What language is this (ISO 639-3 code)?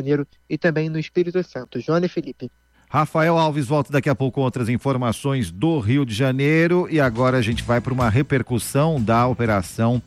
por